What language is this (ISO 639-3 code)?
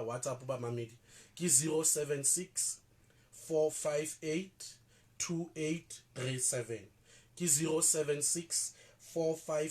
sot